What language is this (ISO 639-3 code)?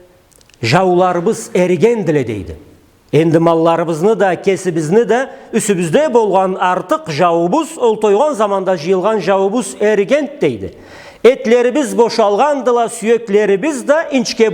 krc